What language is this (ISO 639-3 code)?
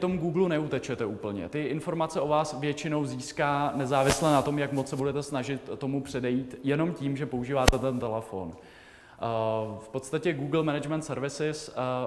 ces